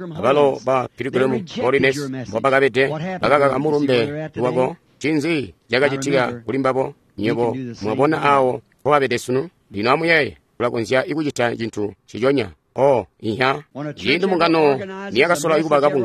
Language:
Tonga (Zambia)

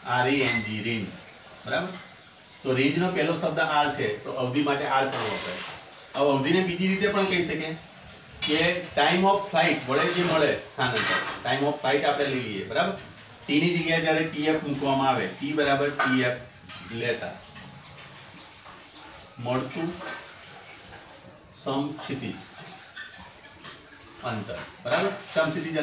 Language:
Gujarati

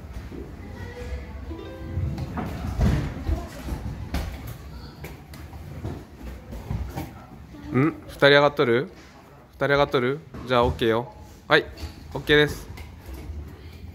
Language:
Japanese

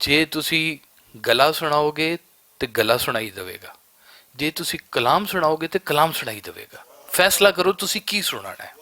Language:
Western Panjabi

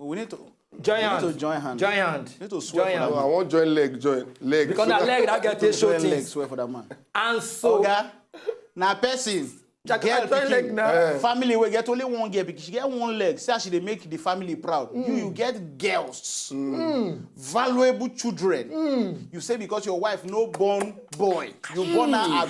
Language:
Nigerian Pidgin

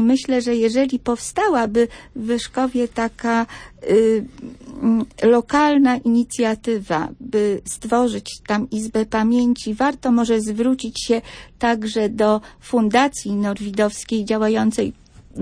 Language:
Polish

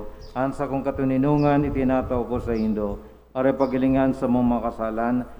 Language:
Bikol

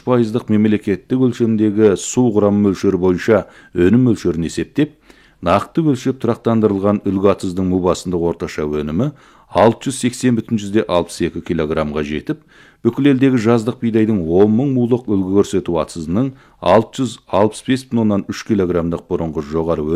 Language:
Kazakh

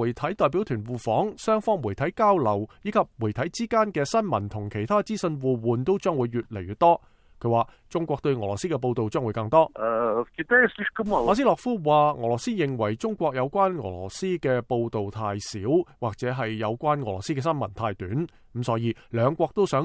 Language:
Cantonese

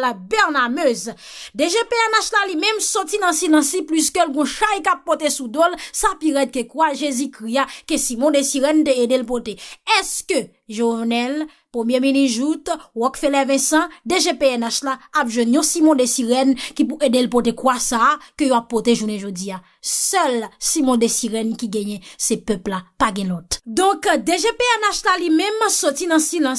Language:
Haitian Creole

